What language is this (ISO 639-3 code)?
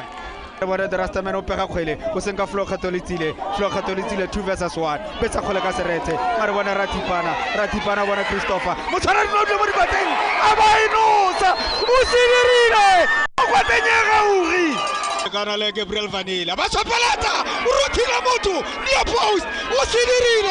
tsn